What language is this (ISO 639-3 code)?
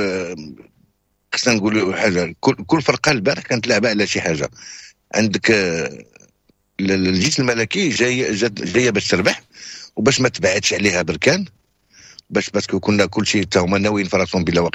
ary